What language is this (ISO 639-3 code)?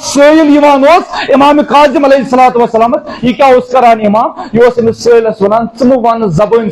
kas